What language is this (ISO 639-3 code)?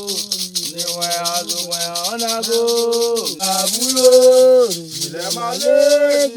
hat